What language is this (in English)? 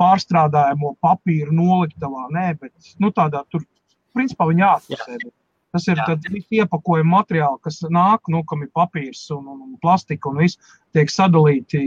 Latvian